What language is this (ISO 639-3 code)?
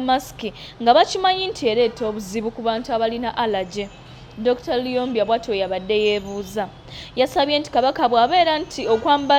lug